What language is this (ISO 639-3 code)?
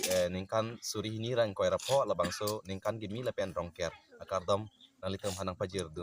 mjw